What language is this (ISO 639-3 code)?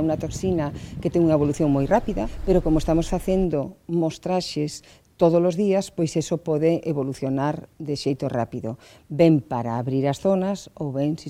glg